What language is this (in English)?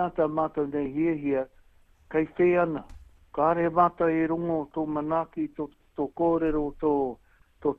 Māori